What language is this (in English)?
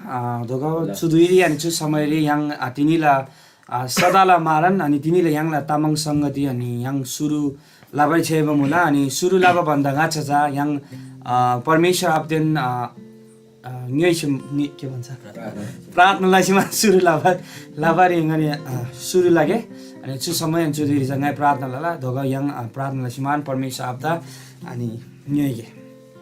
Eastern Tamang